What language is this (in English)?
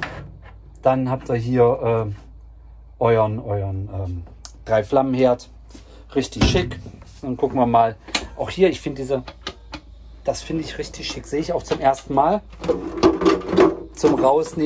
German